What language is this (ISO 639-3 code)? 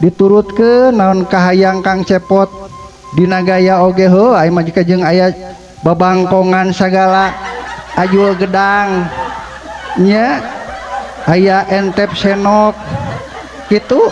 sun